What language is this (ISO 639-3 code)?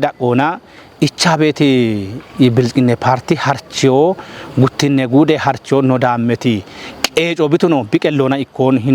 kbr